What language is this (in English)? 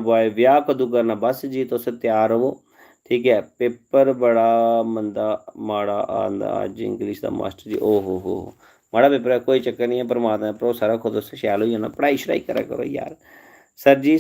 Dogri